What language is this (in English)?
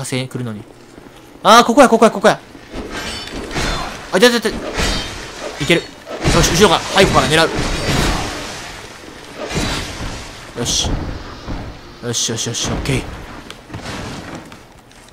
Japanese